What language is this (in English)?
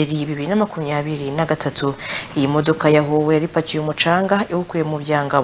Kinyarwanda